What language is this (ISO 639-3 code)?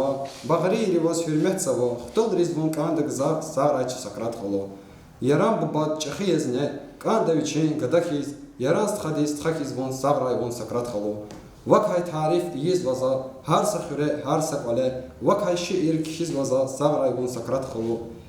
lez